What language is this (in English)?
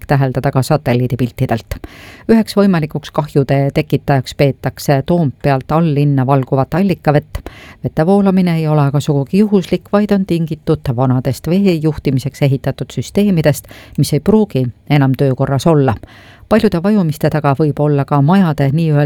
Estonian